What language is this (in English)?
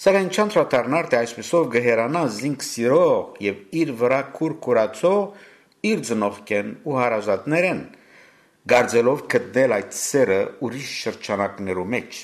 Western Armenian